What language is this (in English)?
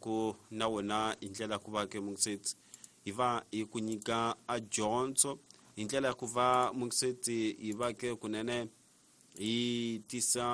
Tsonga